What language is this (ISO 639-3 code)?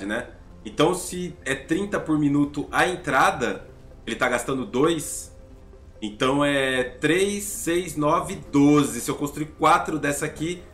por